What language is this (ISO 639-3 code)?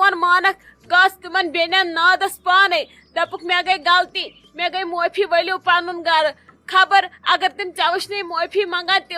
kas